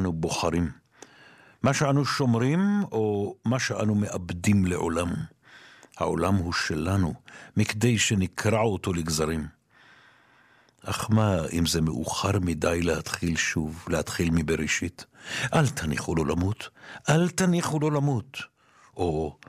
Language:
Hebrew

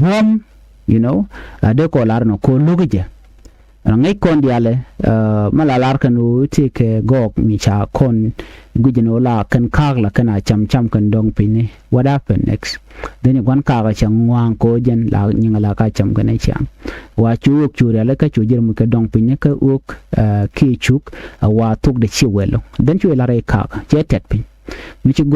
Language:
Nuer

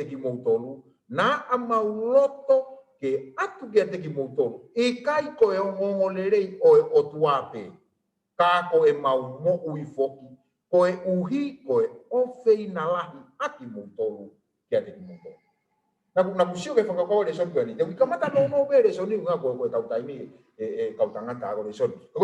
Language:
Tongan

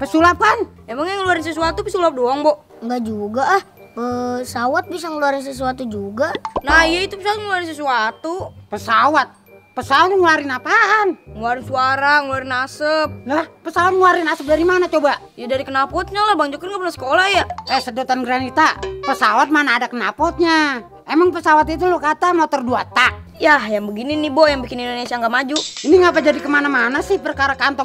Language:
Betawi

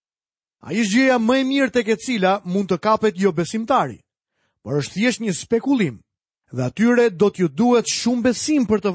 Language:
Albanian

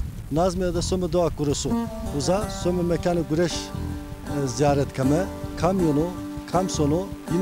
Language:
Zaza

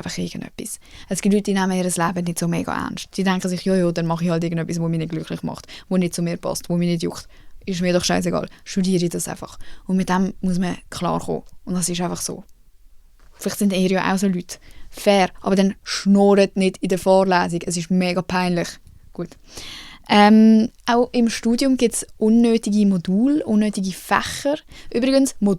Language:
Swiss German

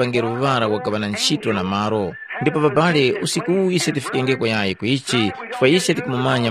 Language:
Tumbuka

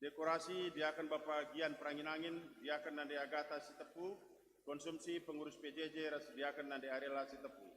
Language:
Batak Karo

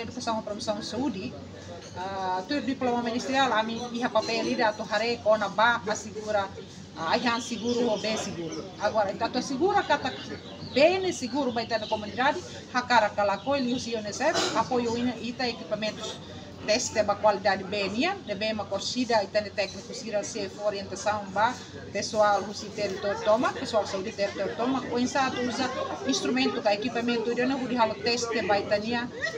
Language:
Tetum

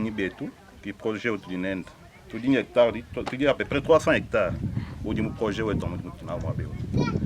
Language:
Luba-Lulua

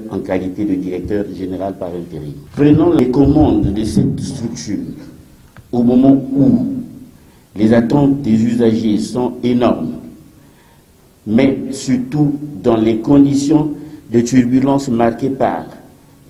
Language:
French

